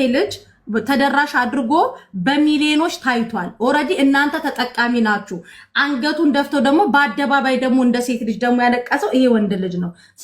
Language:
Amharic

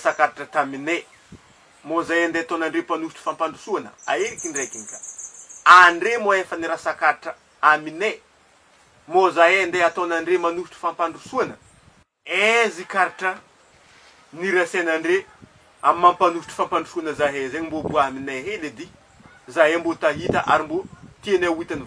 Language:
Malagasy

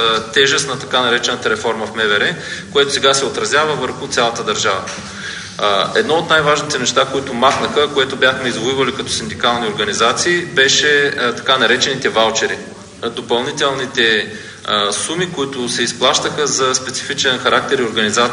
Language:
Bulgarian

